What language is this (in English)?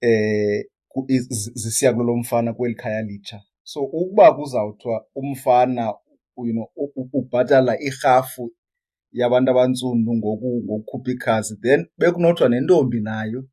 Xhosa